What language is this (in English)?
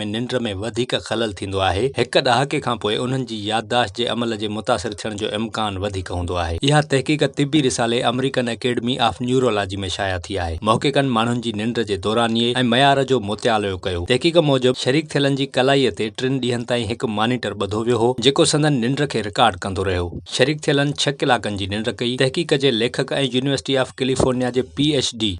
Sindhi